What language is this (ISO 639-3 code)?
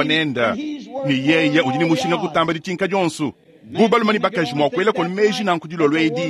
lua